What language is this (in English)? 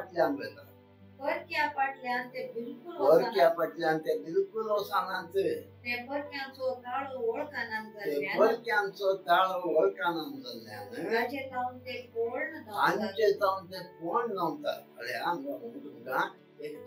Konkani